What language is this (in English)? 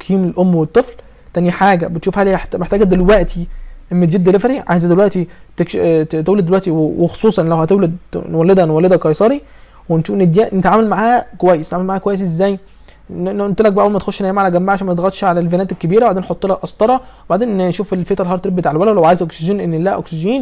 Egyptian Arabic